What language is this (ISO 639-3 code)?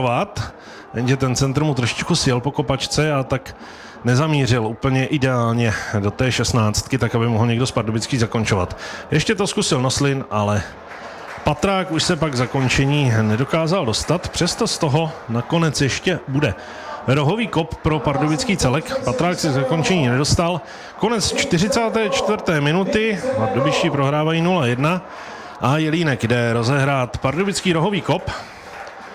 ces